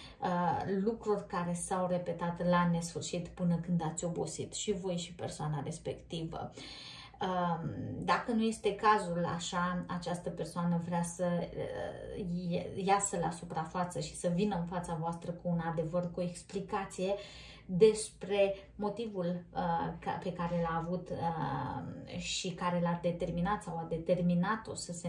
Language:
Romanian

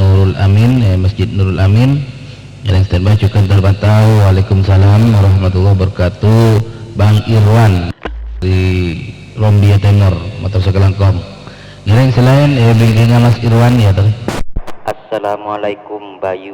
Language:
Madurese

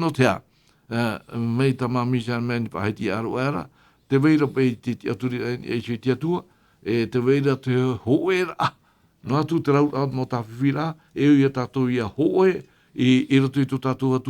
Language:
Tahitian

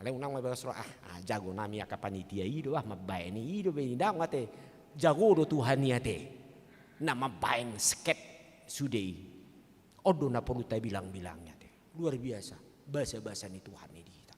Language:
Batak Toba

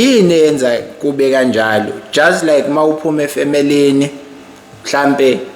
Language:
Zulu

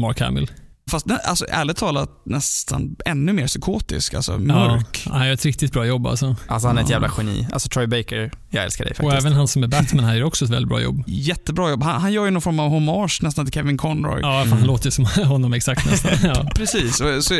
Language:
Swedish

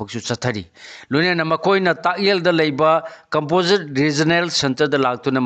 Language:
Manipuri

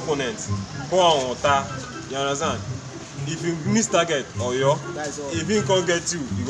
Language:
Nigerian Pidgin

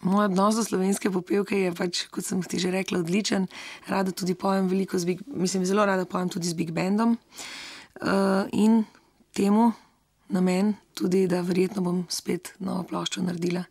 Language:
Slovenian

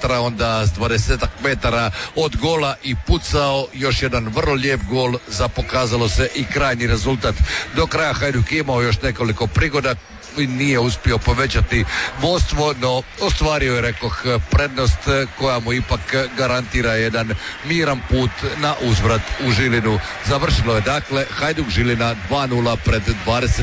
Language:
Croatian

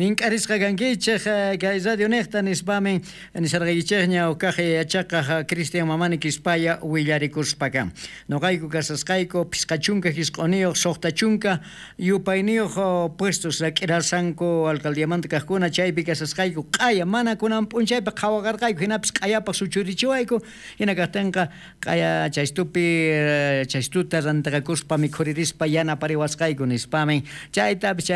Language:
South Bolivian Quechua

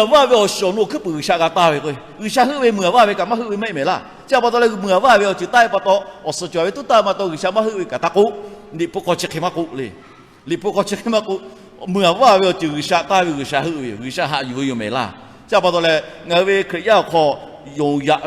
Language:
Lahu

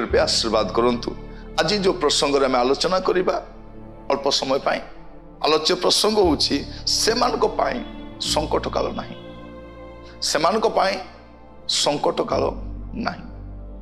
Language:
Odia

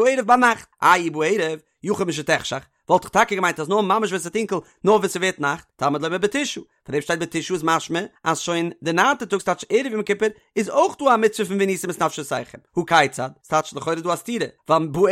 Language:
Yiddish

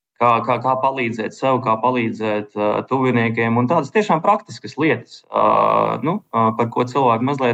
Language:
Latvian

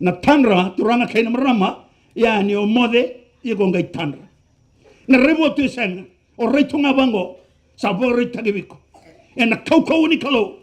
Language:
Fijian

